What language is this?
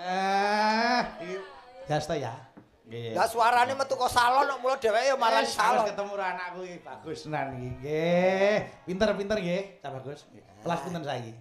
Javanese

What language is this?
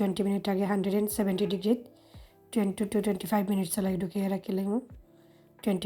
Sylheti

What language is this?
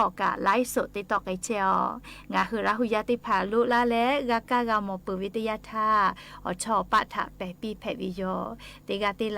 Lahu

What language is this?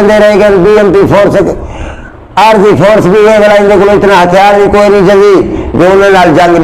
Saraiki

